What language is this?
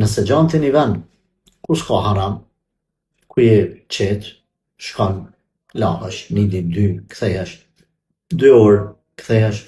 Albanian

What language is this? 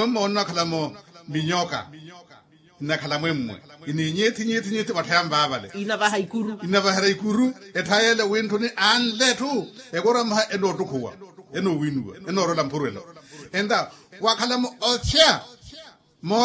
Makhuwa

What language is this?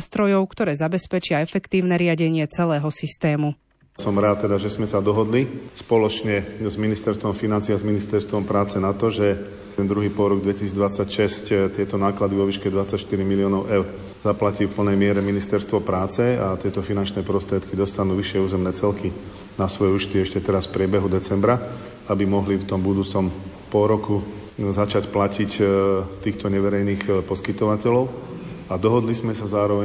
Slovak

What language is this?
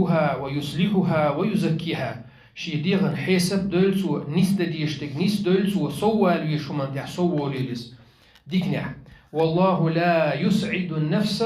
Chechen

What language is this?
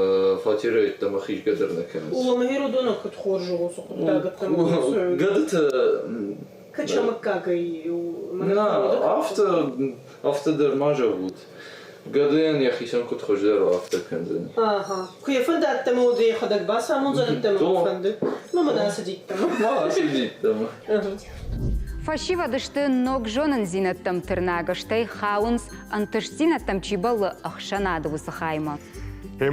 Ossetic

